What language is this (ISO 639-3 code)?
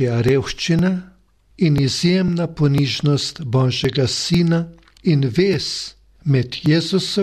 slv